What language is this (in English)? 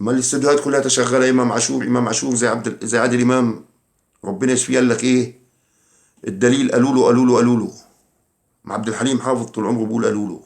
Egyptian Arabic